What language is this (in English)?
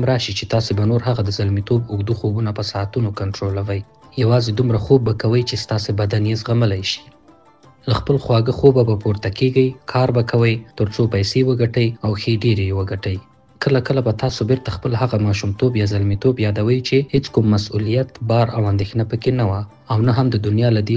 Pashto